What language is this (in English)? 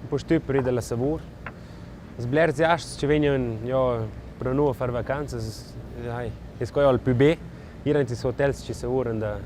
Romansh